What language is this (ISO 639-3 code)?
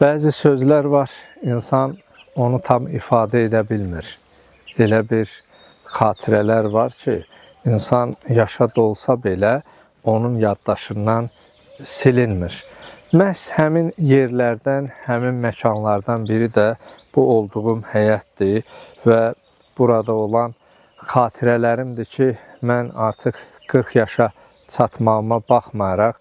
aze